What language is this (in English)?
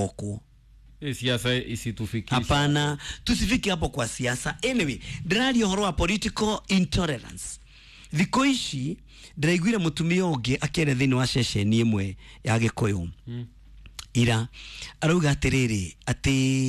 Kikuyu